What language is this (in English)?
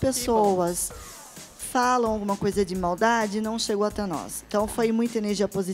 Portuguese